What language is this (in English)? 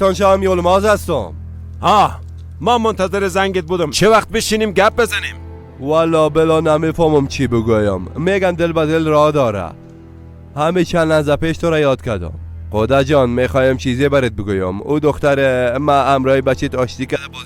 Persian